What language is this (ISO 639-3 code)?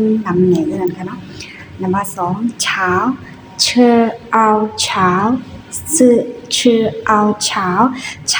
shn